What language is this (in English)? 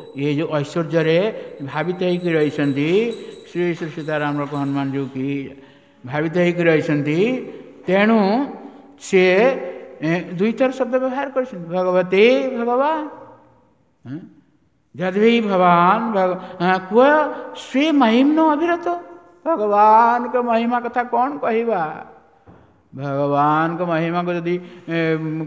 Odia